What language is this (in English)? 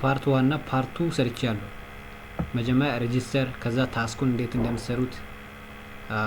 Amharic